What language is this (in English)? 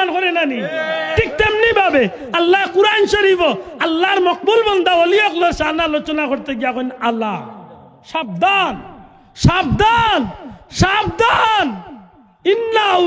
Sylheti